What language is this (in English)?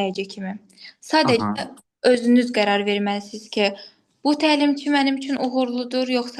Azerbaijani